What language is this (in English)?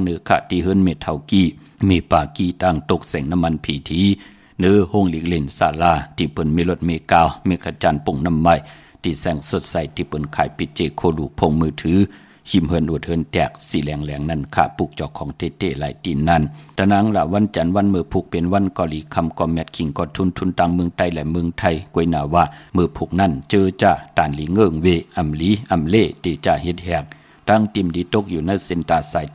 Shan